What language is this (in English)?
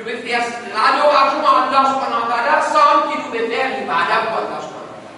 Morisyen